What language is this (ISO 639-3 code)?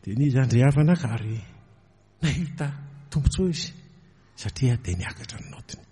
mlg